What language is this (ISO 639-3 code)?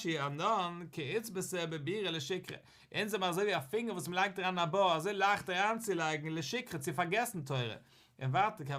yid